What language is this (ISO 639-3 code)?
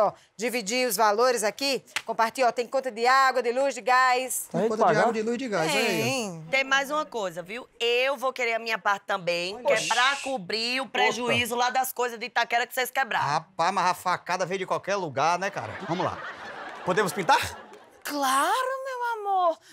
por